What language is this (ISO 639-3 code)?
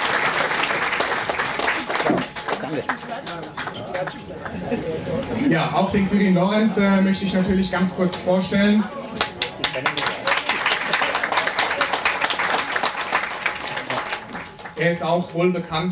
deu